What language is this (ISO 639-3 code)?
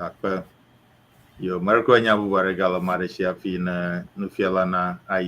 ewe